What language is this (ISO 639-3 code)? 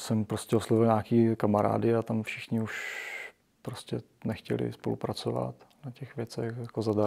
ces